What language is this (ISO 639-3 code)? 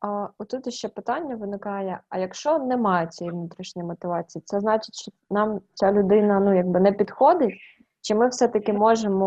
ukr